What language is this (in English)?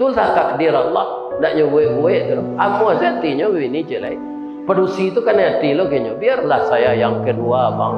Minangkabau